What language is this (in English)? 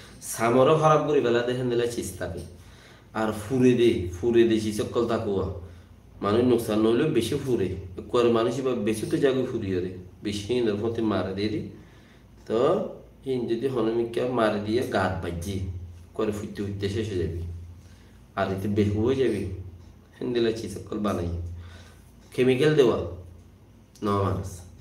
Rohingya